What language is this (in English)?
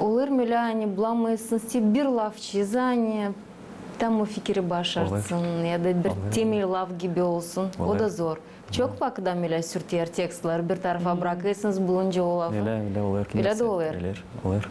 Gagauz